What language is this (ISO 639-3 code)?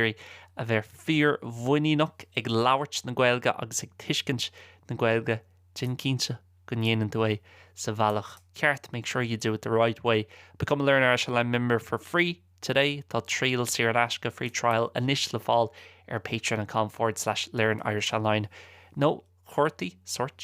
gle